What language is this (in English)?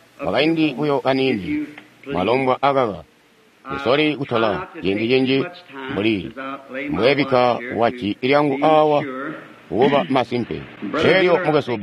Tonga (Zambia)